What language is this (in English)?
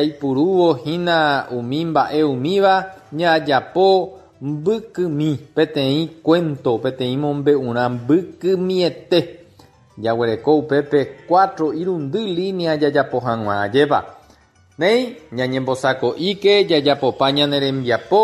Guarani